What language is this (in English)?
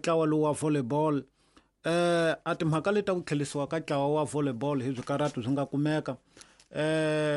Tsonga